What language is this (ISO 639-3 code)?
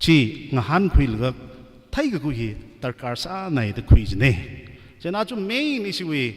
nmf